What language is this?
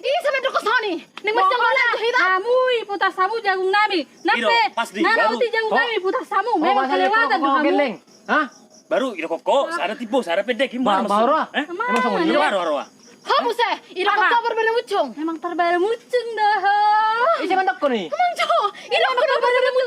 Batak Toba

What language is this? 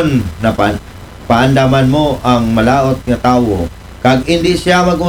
Aklanon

